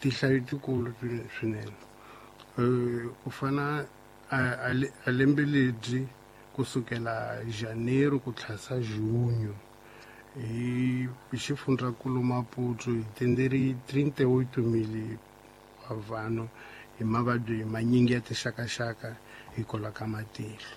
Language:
Tsonga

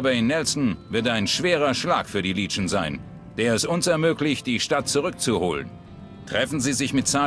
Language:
Bavarian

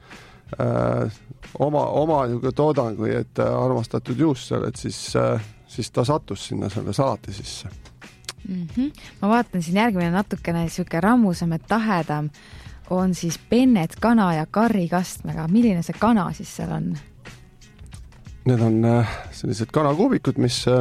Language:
Estonian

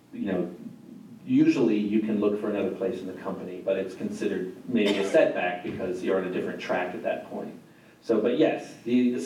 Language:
English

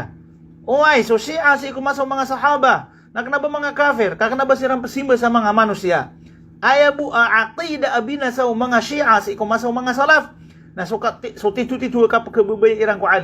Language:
Maranao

